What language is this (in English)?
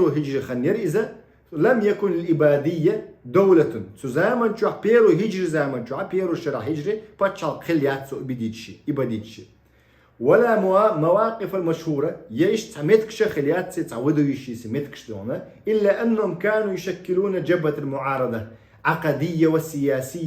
Chechen